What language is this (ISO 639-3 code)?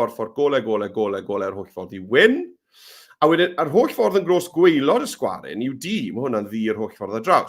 cym